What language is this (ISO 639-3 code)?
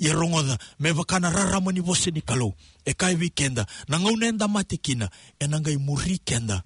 fij